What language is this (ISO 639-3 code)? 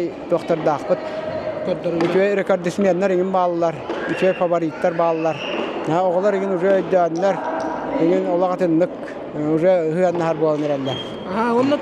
sah